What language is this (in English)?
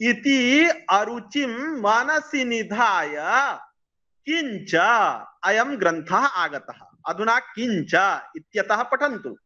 Sanskrit